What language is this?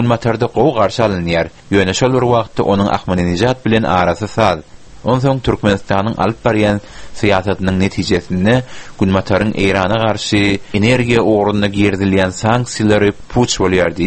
Turkmen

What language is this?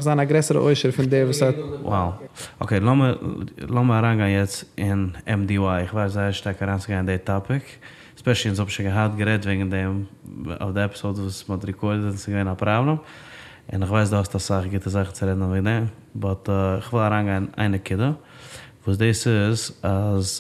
Yiddish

